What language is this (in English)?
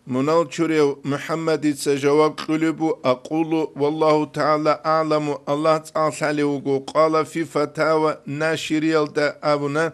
Avaric